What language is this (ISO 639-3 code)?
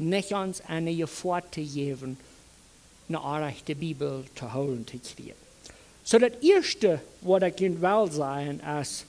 pdt